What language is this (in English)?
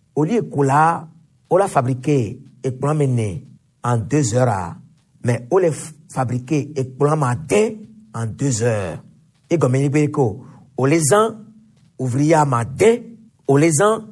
Gen